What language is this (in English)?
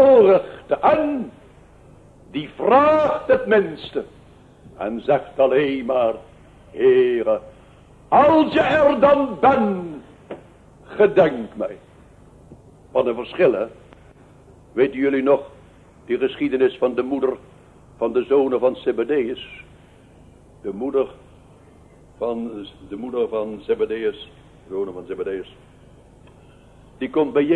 Dutch